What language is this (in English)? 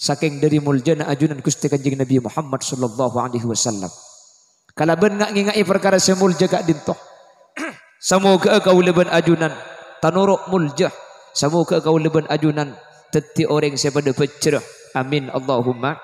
Madurese